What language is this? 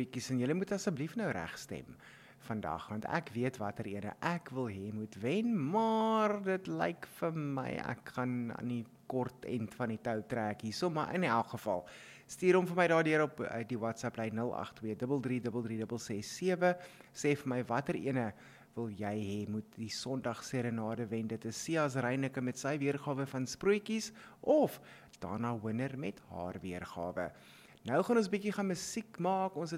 Afrikaans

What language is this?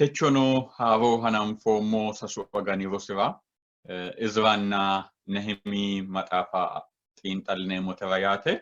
Sidamo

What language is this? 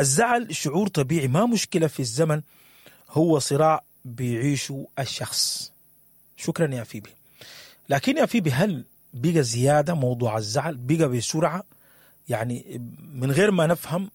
Sudanese Arabic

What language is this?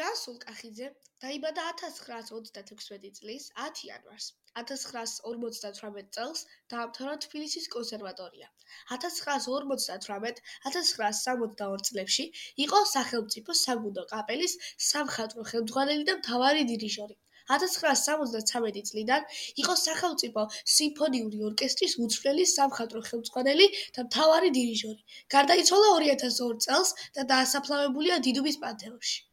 Georgian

